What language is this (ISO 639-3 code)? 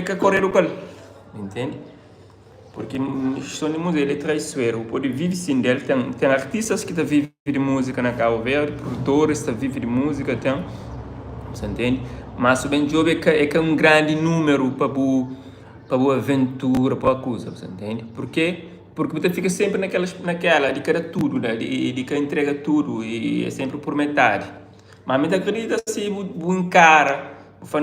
kea